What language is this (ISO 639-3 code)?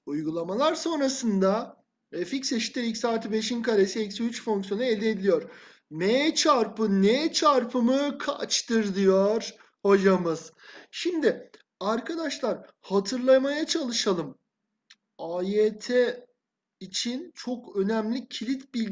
tur